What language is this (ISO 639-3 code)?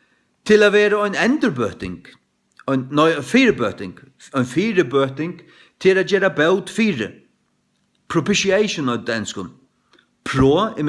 fao